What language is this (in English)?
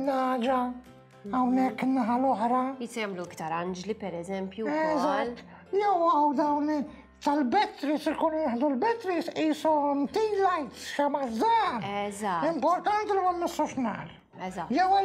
Maltese